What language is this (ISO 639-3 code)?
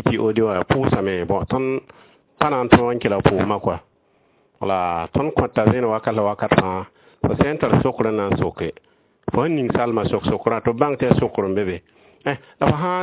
mos